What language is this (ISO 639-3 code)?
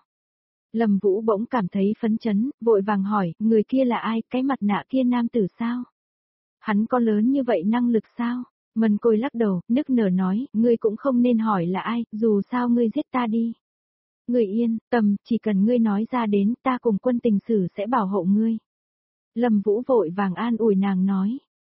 vie